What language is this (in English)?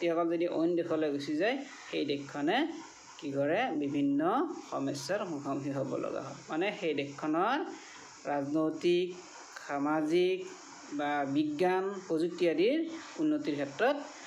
Assamese